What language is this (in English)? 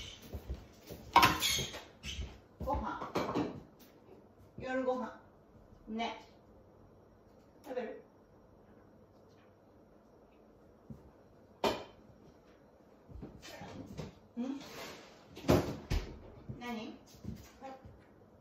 Japanese